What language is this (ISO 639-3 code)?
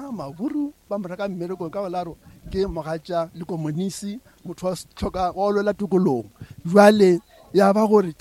nso